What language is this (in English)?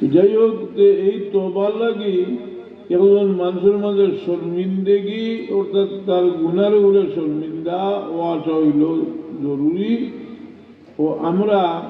Sylheti